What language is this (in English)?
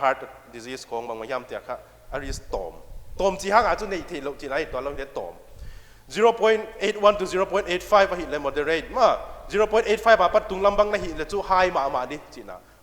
Paite Chin